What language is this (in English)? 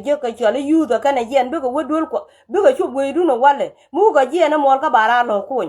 Nuer